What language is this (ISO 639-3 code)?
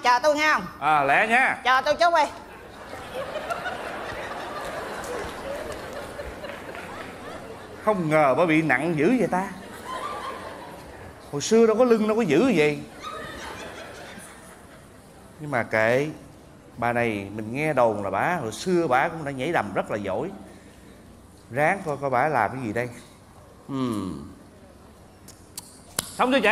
vie